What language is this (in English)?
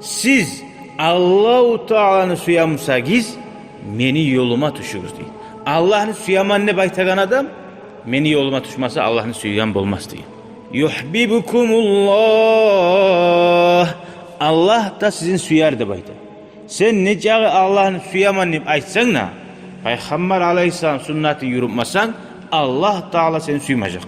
Kumyk